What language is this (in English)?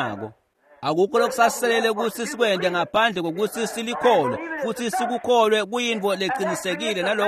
Swati